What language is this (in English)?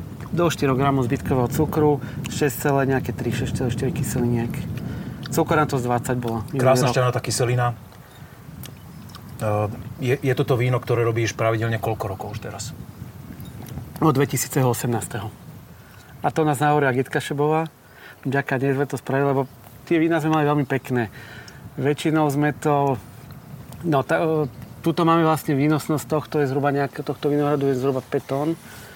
Slovak